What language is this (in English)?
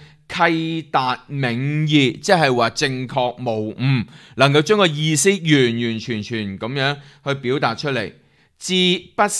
Cantonese